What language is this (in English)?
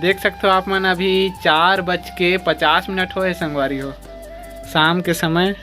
Chhattisgarhi